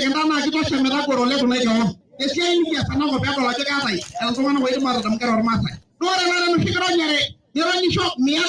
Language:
Masai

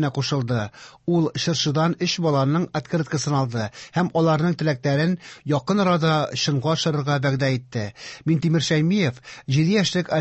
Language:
Tatar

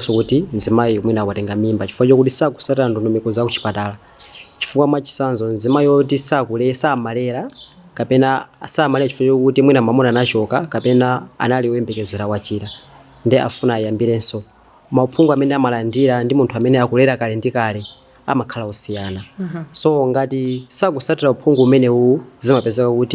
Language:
Nyanja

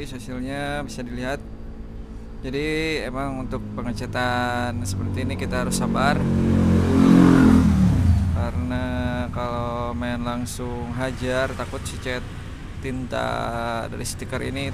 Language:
Indonesian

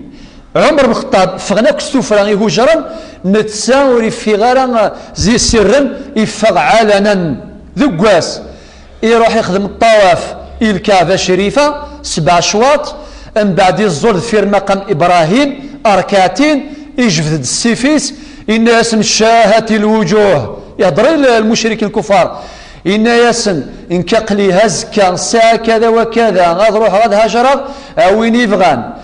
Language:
Kabyle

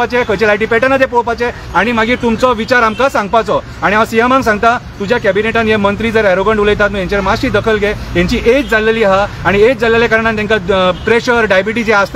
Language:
Konkani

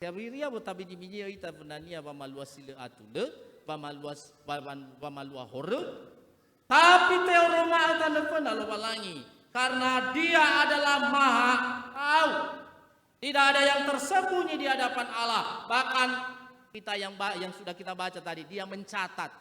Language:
Nias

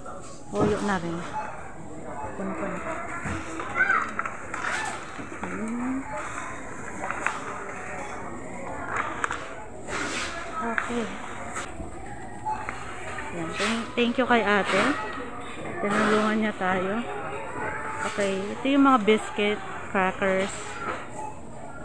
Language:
Filipino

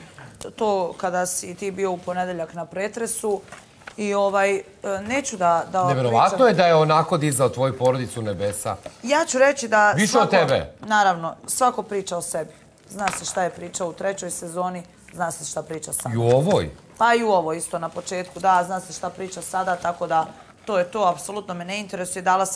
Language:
Serbian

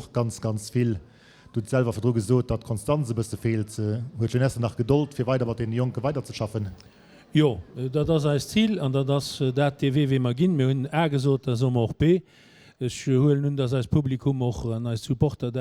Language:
Luxembourgish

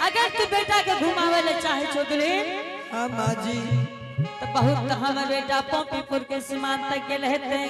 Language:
Angika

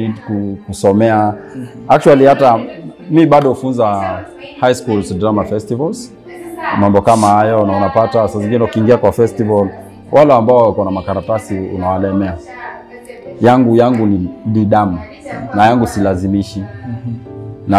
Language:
Swahili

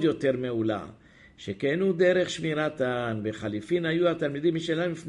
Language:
Hebrew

